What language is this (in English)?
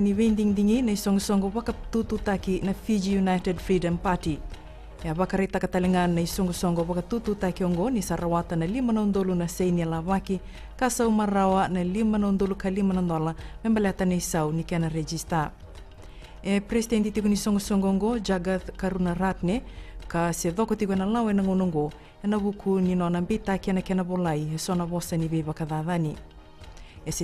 Fijian